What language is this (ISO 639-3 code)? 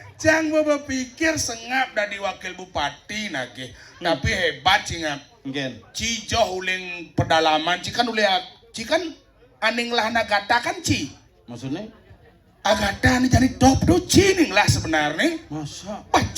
ban